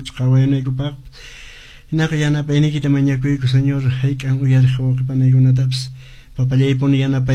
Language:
Quechua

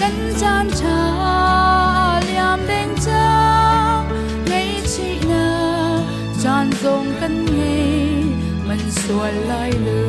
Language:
Hakha Chin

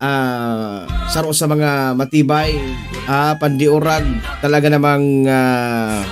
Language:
Bikol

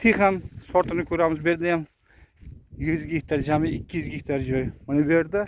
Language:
Uzbek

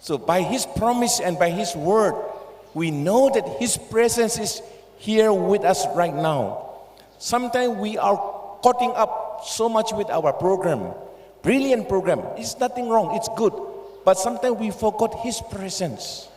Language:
Tangkhul Naga (India)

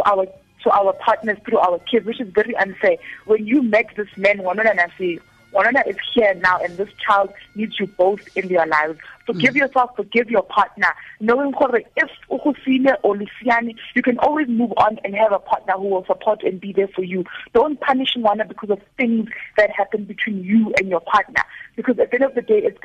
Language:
Tswana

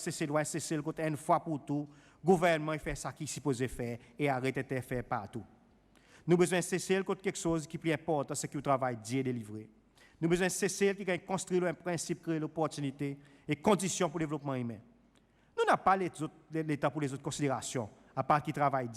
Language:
Seselwa Creole French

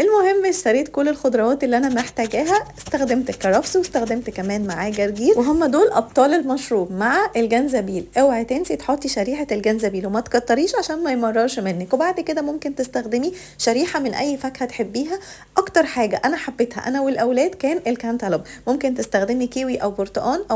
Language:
Egyptian Arabic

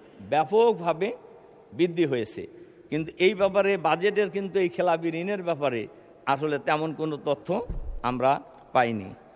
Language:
Bangla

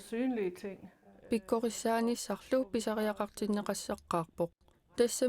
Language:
Kalaallisut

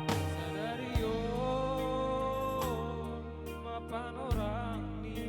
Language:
Batak Simalungun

